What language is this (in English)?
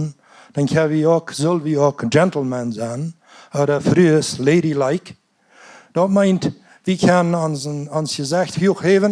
Plautdietsch